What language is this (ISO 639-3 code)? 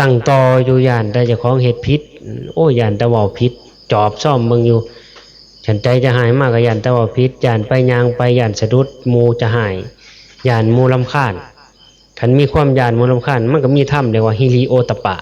tts